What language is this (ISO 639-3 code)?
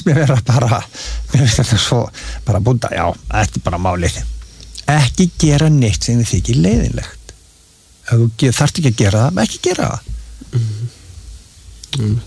isl